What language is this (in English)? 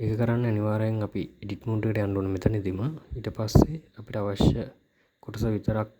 Sinhala